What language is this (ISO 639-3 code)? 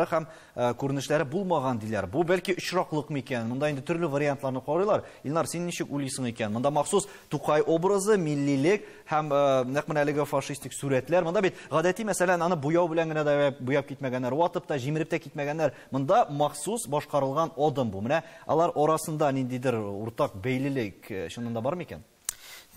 tat